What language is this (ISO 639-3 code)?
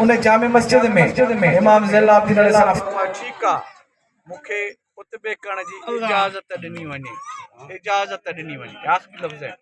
snd